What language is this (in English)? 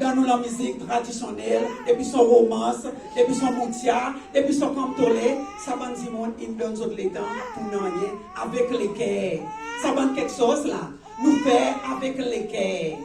Seselwa Creole French